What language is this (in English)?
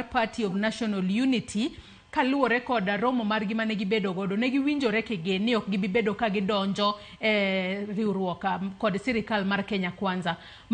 Luo (Kenya and Tanzania)